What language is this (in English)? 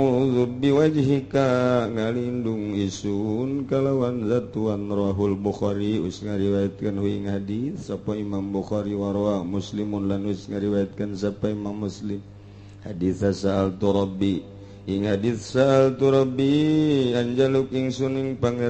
Sundanese